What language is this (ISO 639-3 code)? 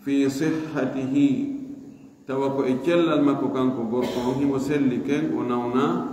ful